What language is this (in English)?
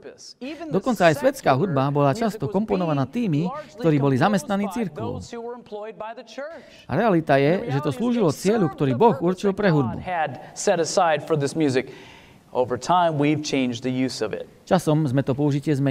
Slovak